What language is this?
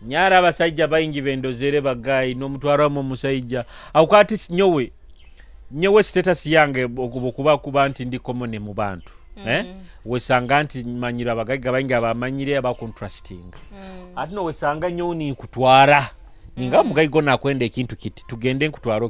Nyoro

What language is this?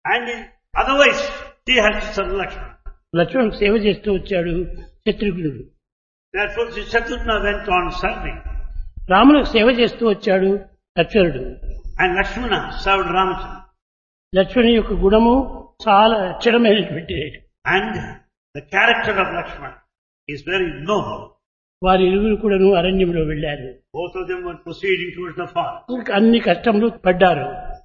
Telugu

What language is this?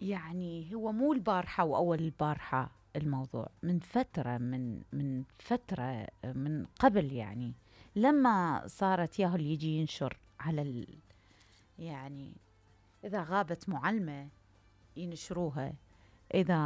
Mesopotamian Arabic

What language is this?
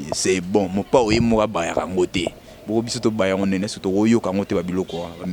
Lingala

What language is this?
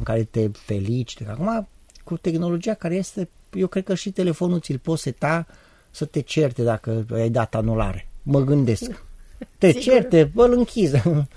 Romanian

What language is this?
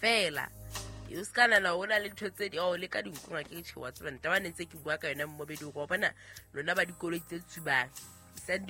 Southern Sotho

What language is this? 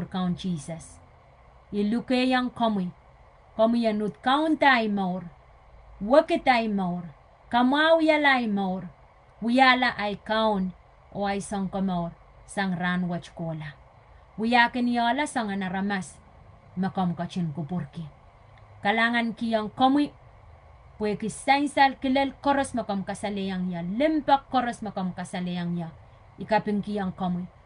Pohnpeian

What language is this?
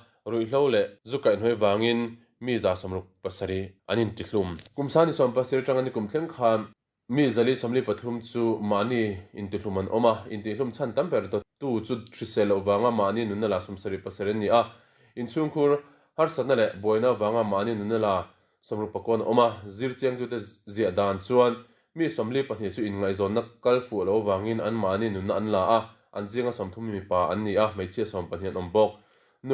Mizo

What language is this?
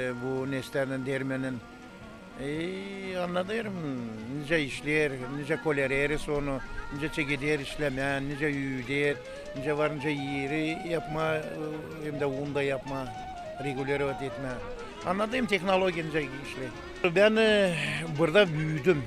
Gagauz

